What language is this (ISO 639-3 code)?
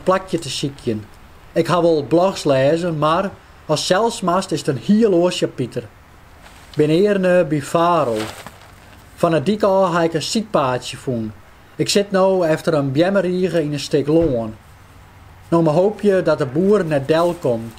fry